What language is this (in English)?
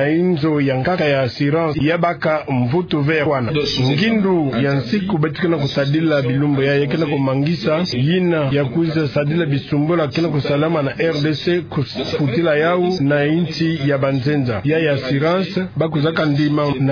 Kituba (Democratic Republic of Congo)